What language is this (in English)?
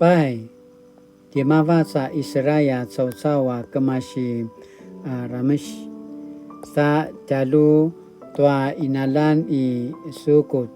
Paiwan